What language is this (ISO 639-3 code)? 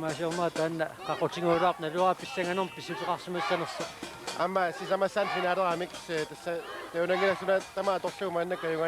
kal